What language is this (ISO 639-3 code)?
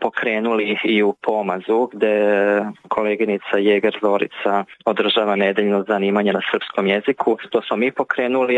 srp